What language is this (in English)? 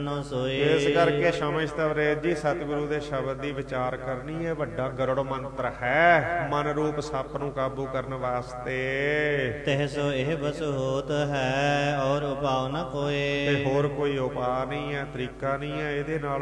Punjabi